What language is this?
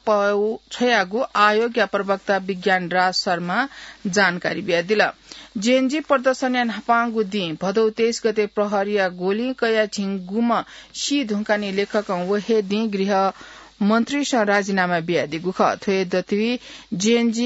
Newari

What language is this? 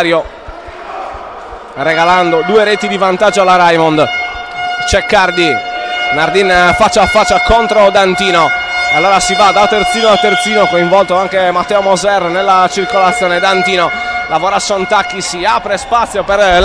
Italian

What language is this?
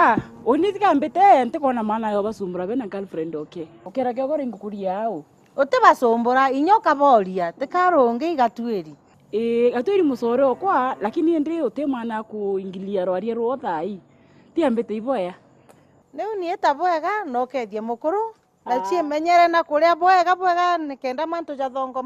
Meru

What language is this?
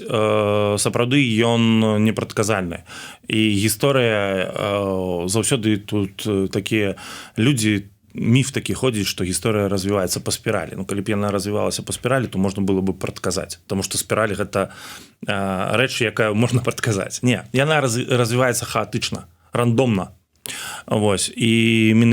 Belarusian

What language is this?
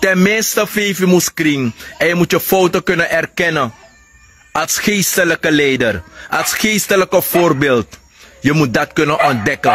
Sranan Tongo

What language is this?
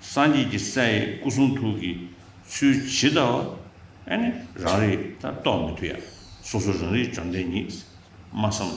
Tibetan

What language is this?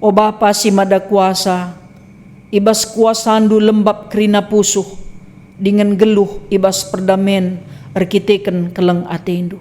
Batak Karo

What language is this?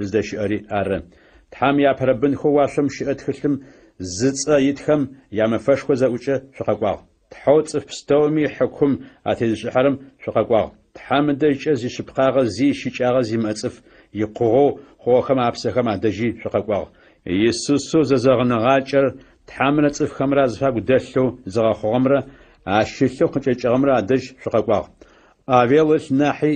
Adyghe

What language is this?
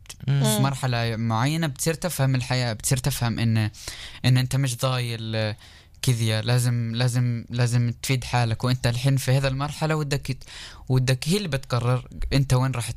North Levantine Arabic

